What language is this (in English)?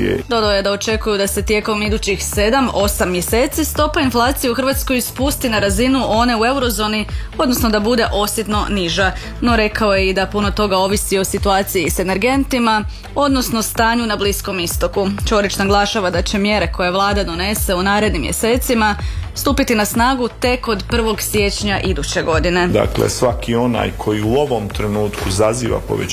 Croatian